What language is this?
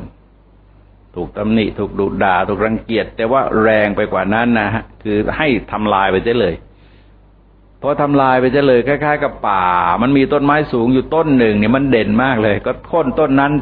Thai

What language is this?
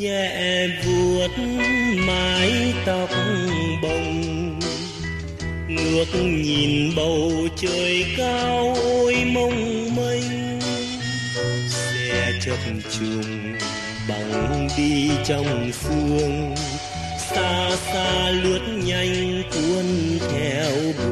Vietnamese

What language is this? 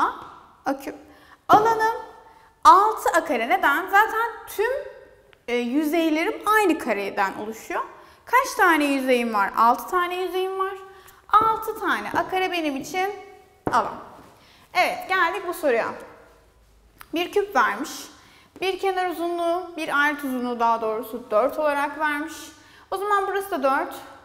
Turkish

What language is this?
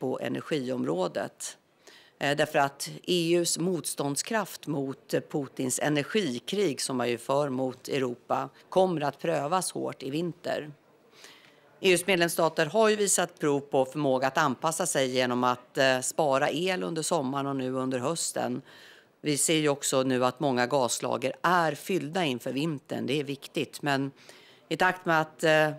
Swedish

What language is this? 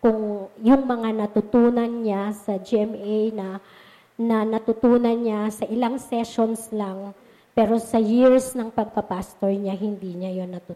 Filipino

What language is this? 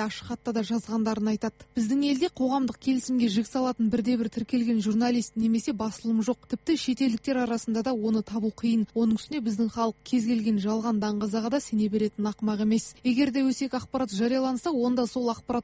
Kazakh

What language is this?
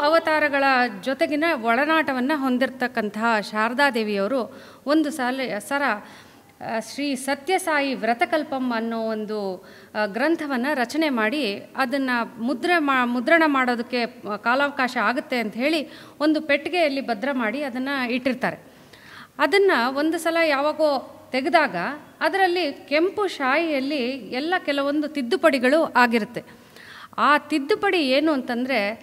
Kannada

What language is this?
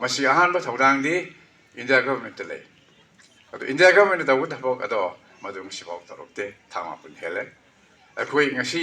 Manipuri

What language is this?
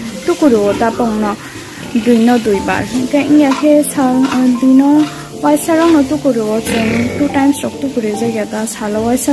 Kok Borok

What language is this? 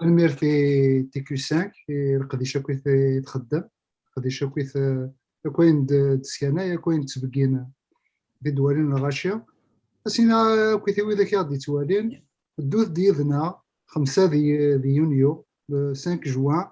Kabyle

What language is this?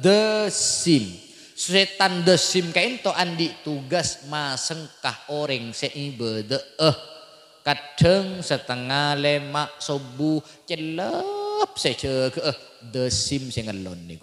Madurese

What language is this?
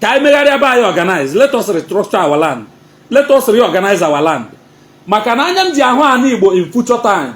Igbo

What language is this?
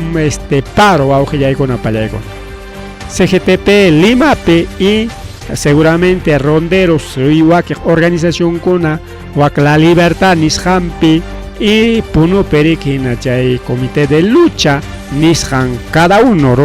Ayacucho Quechua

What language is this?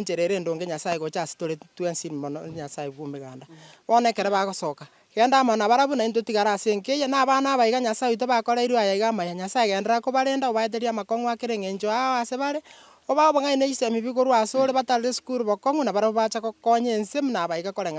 Gusii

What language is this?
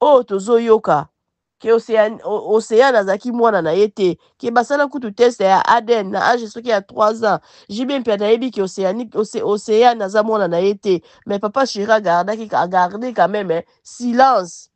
Lingala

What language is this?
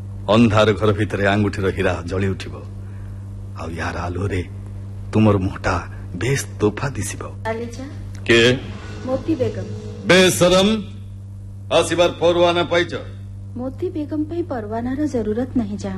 Odia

